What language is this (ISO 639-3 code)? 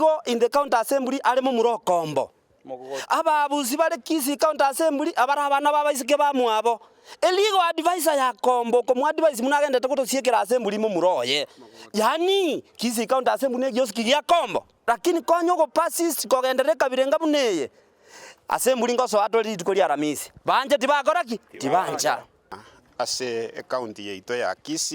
guz